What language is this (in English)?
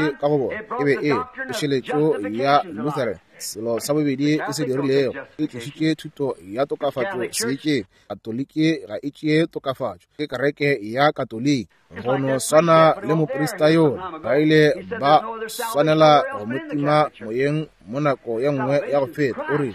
Northern Sotho